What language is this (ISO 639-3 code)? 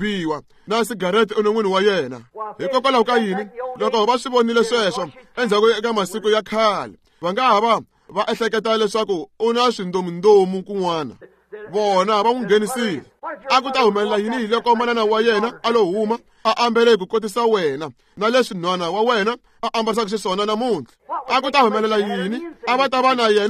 tso